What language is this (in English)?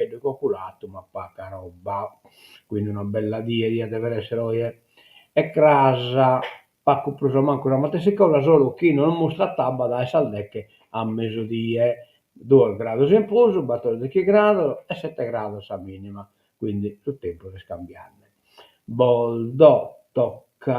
Sardinian